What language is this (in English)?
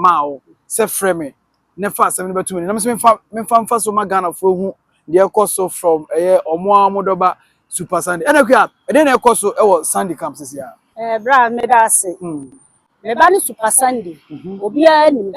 Akan